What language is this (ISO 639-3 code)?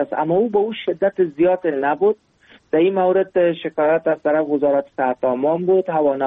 fas